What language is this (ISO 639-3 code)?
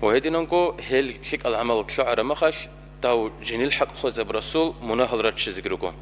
ava